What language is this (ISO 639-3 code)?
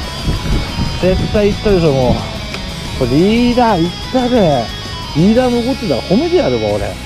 jpn